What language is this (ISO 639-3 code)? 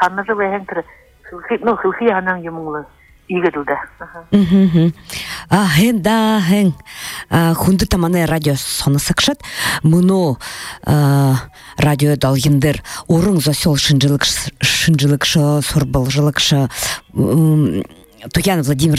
bua